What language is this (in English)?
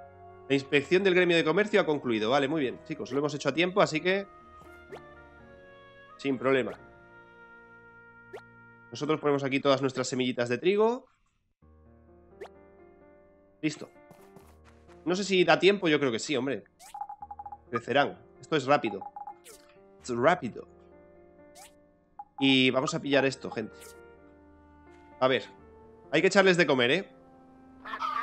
Spanish